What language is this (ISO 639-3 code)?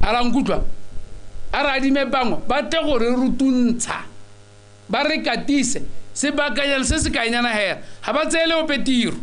tsn